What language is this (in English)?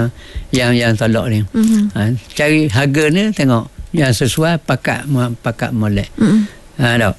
Malay